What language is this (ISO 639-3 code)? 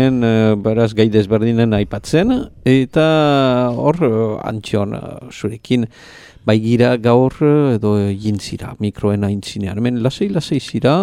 eus